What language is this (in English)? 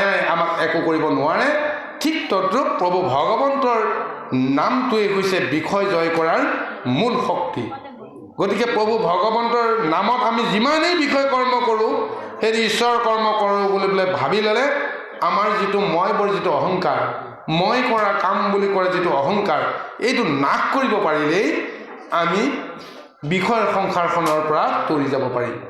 Assamese